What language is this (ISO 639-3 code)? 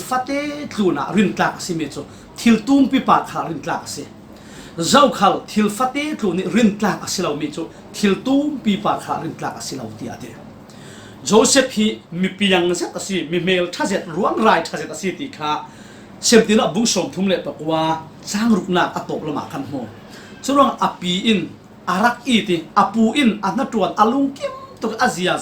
cfm